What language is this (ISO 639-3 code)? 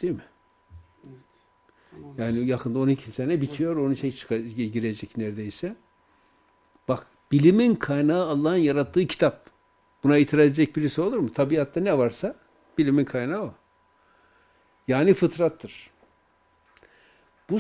tur